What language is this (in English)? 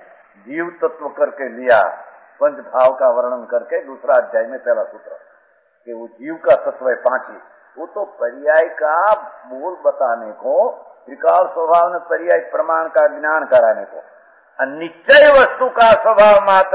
Hindi